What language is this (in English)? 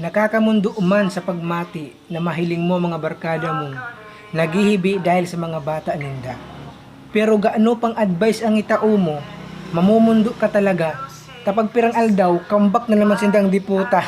Bikol